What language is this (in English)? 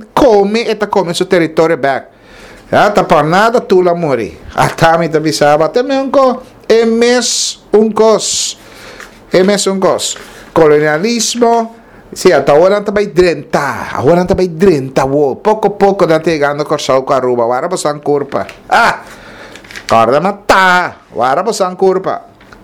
Papiamento